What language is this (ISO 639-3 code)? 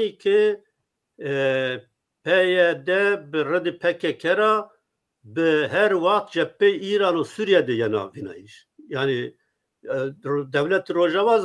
zza